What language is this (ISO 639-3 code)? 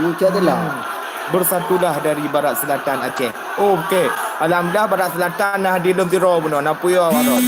ace